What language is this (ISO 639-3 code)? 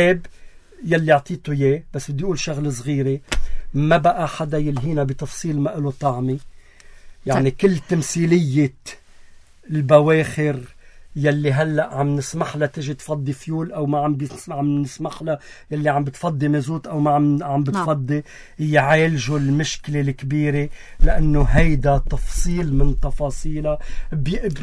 apc